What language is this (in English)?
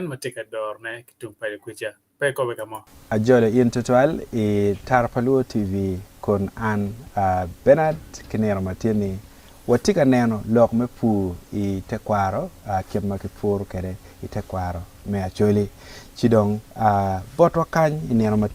Acoli